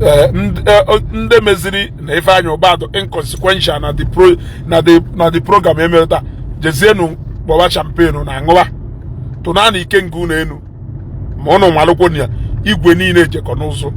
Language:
Igbo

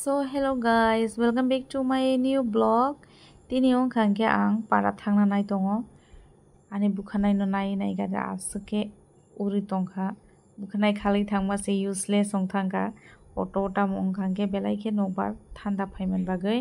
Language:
Kok Borok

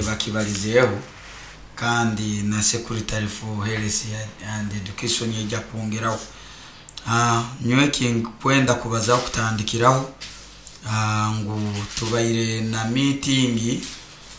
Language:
Nyoro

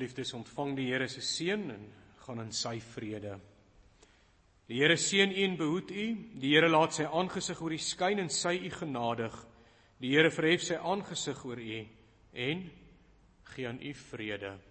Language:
Afrikaans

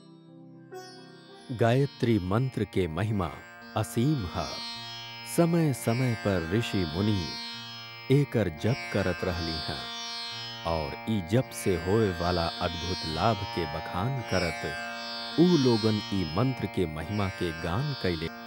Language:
Bhojpuri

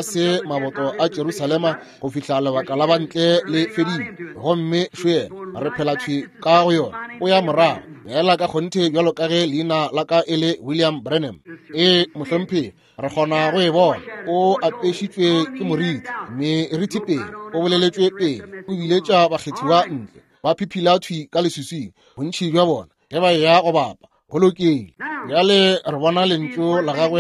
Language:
Northern Sotho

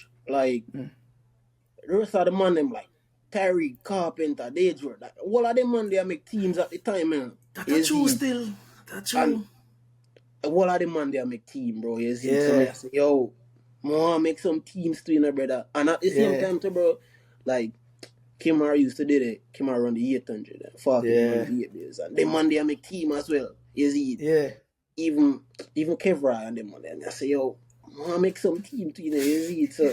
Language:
Jamaican Creole English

